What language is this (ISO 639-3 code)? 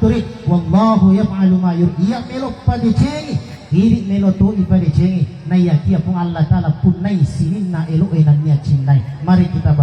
bug